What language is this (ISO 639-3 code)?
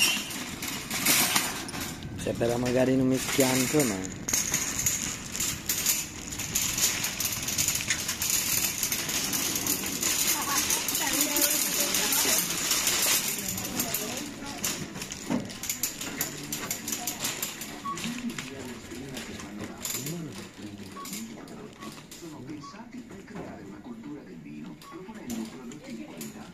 ita